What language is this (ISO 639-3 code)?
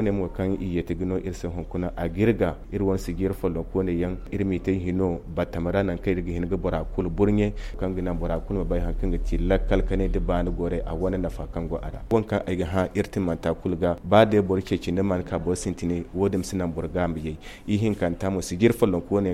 dje